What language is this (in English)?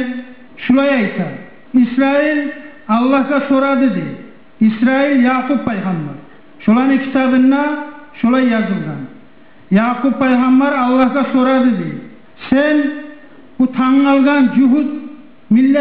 Kumyk